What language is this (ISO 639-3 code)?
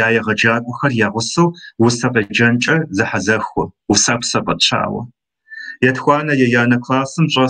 kbd